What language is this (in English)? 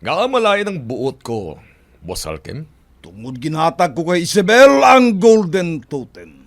Hiligaynon